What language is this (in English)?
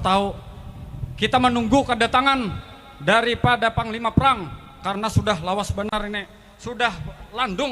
Banjar